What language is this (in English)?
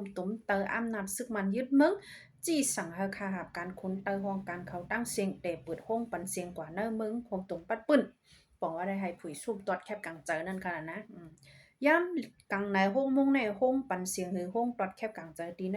Shan